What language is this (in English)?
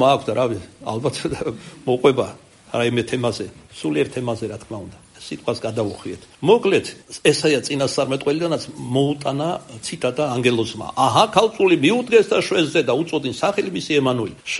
Georgian